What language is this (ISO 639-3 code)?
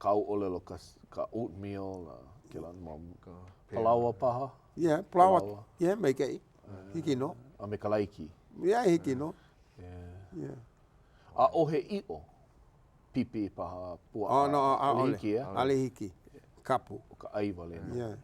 haw